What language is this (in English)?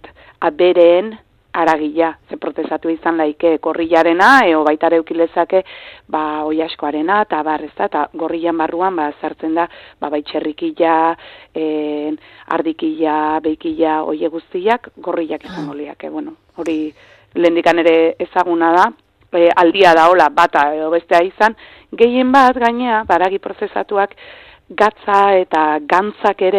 Basque